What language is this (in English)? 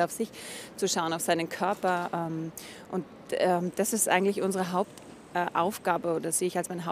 German